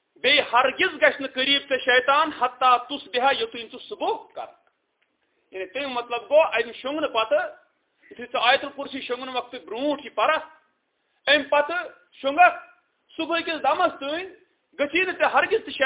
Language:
Kashmiri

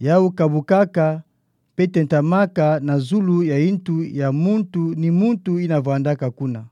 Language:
Kituba (Democratic Republic of Congo)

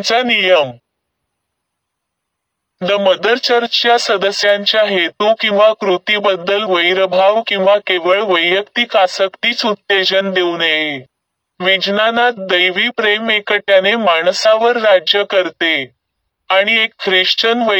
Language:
Marathi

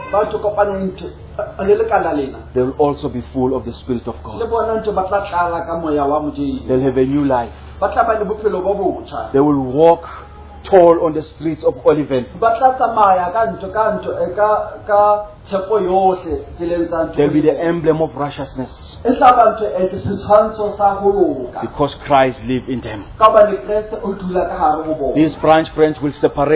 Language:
English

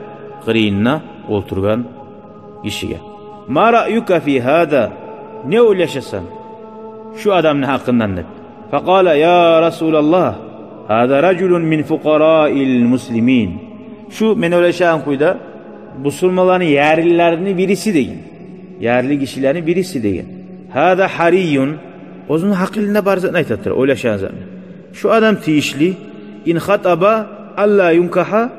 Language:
Kumyk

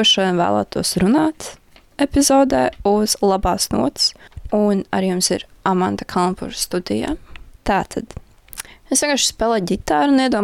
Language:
Latvian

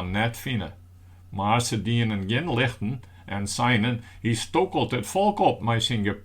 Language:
Western Frisian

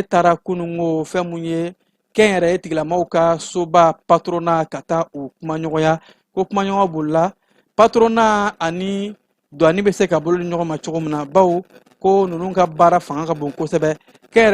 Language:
Bambara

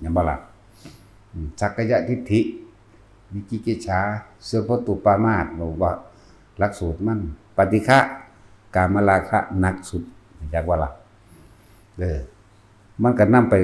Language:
Northeastern Thai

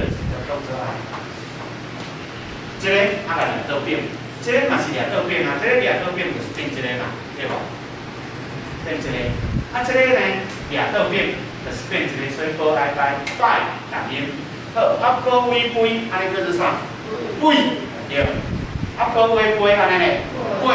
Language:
Min Nan Chinese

